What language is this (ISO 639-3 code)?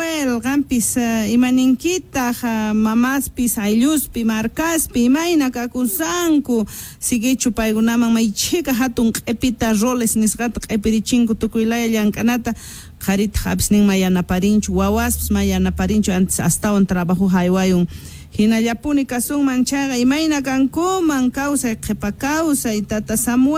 que